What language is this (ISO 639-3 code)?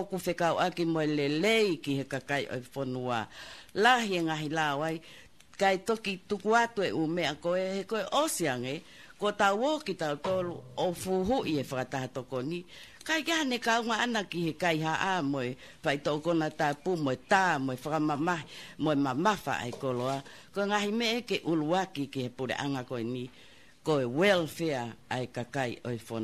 ton